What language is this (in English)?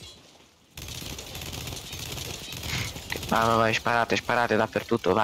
Italian